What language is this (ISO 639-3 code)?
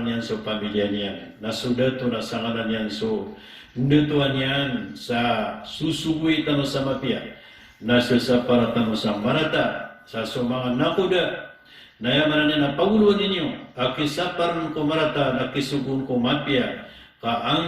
mrw